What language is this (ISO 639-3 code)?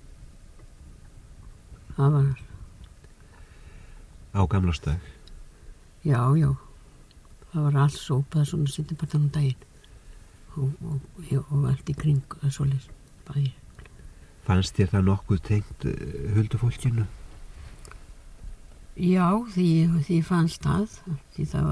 isl